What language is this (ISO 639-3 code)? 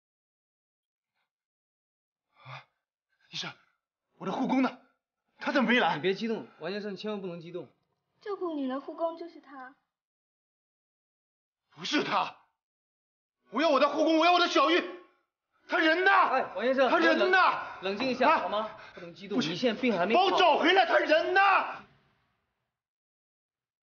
zho